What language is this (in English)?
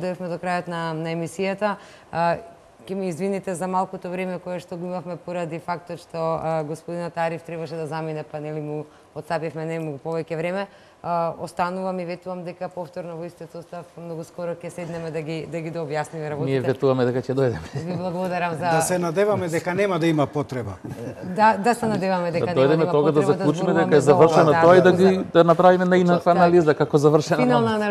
Macedonian